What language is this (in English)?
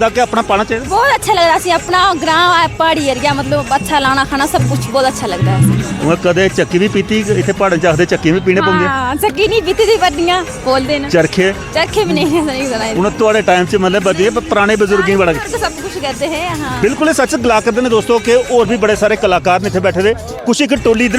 Dogri